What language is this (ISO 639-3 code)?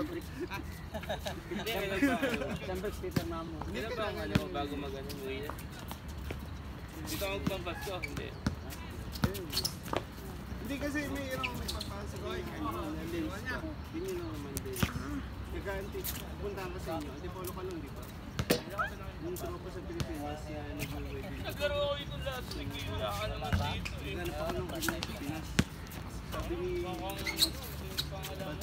fil